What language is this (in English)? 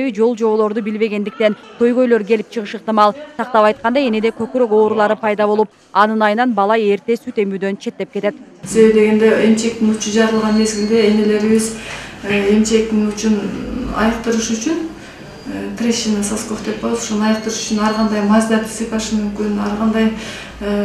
Kyrgyz